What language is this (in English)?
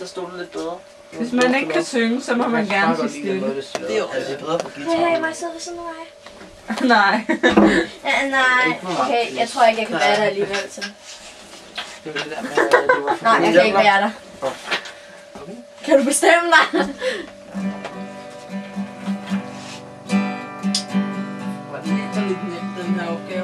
Danish